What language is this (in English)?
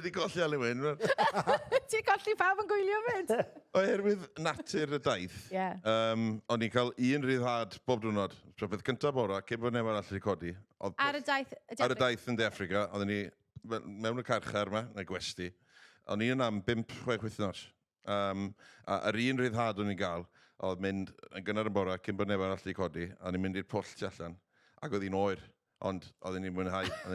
Welsh